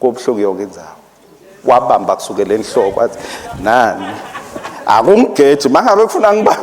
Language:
Swati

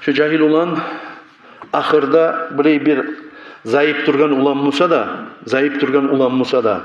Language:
Kumyk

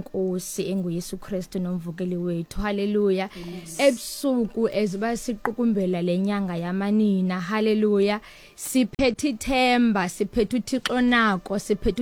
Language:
Xhosa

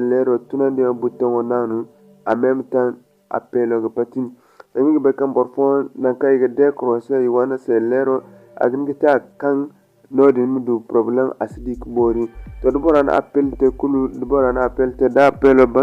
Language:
Zarma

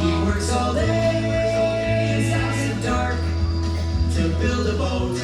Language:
Marshallese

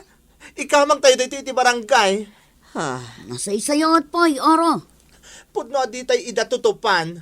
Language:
Iloko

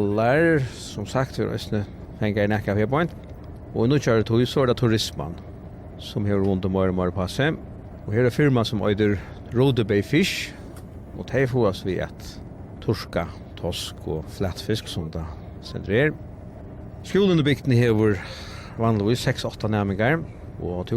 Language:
Faroese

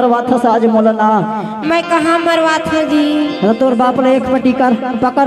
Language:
Chhattisgarhi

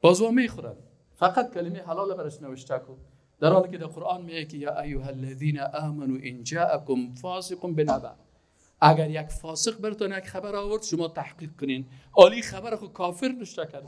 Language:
Persian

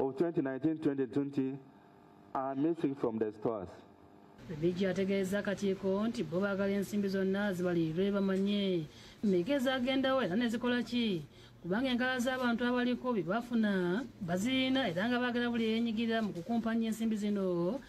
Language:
Ganda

